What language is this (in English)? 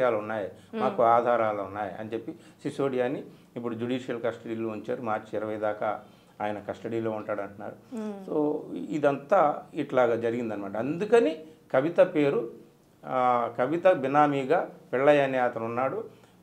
Telugu